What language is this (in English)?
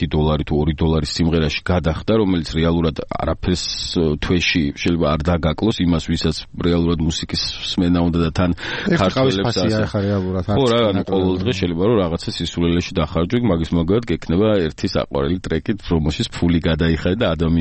Georgian